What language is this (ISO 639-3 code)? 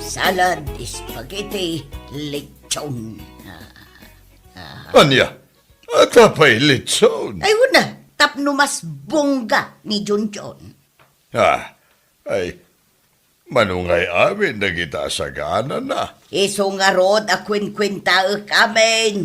ilo